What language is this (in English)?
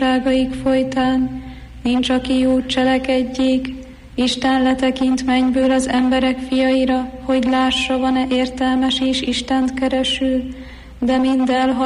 Hungarian